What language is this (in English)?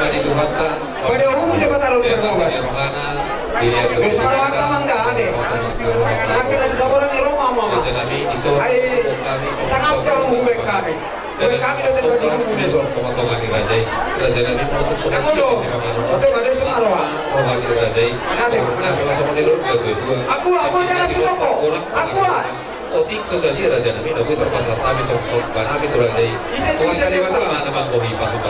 Batak Toba